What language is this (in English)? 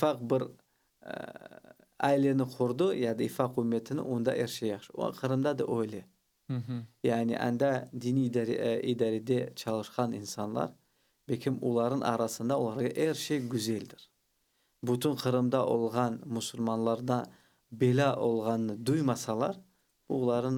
Crimean Tatar